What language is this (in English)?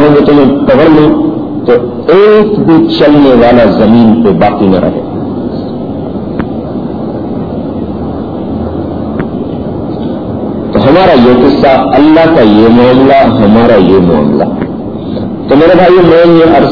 Urdu